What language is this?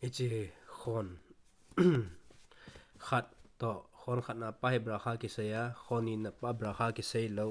Thado Chin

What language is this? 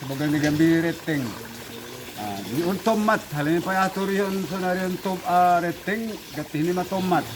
Batak Simalungun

